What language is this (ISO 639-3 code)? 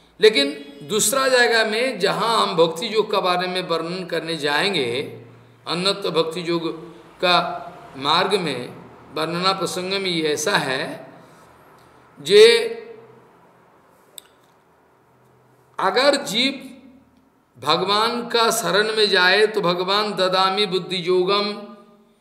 hin